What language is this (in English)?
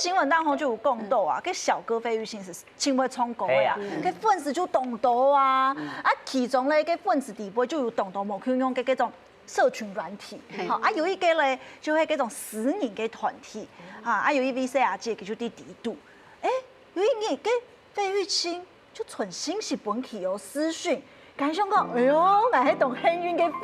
Hakka Chinese